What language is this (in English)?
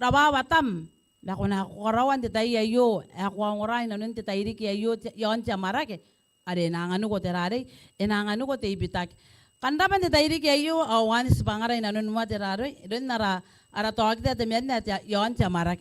Gilbertese